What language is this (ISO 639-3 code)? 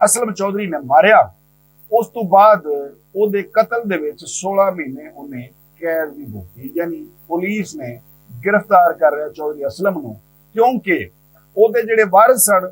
lah